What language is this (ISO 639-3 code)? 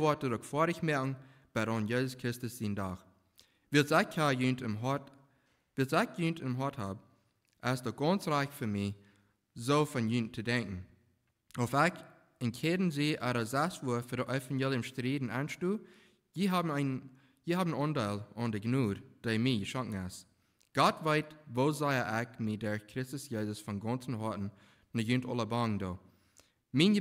pdt